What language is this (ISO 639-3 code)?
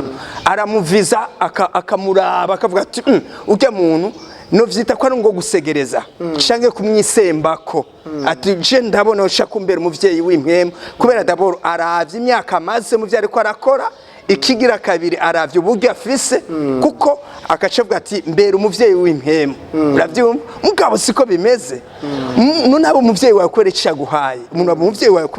run